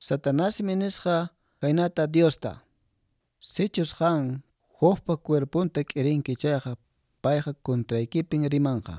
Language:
Quechua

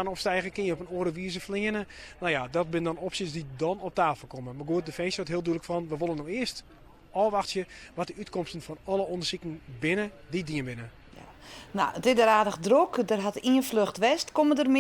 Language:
Western Frisian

